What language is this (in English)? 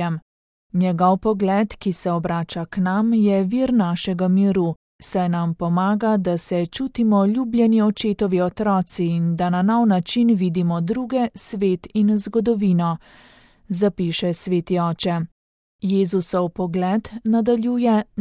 Slovenian